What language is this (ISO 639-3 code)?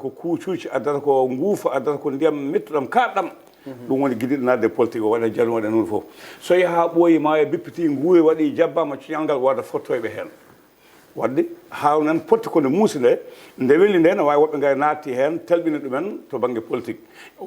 ful